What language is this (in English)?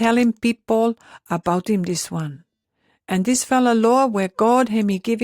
Pijin